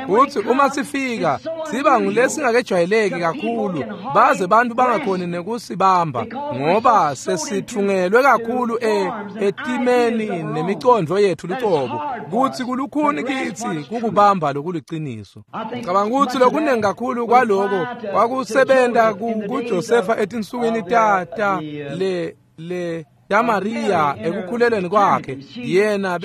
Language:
Swati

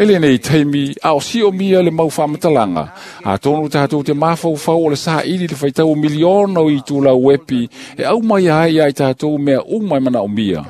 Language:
Samoan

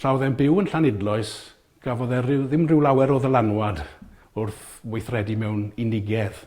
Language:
Welsh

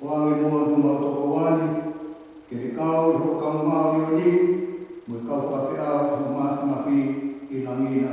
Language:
Tongan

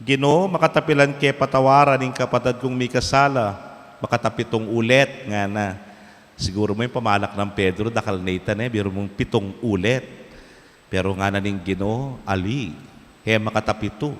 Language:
Pampanga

